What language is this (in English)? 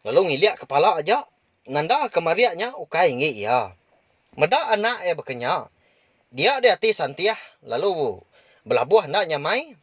Iban